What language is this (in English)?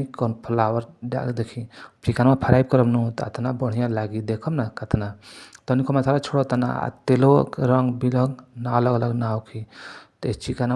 Bhojpuri